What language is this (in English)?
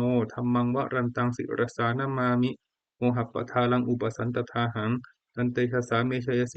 Pali